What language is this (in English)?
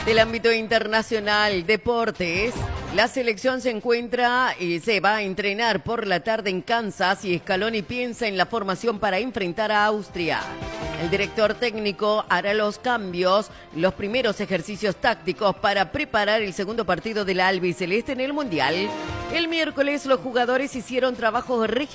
Spanish